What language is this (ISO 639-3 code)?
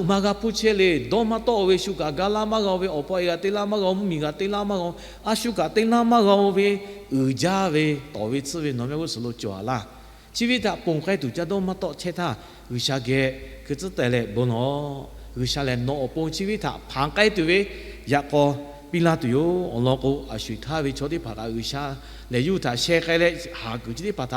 lhu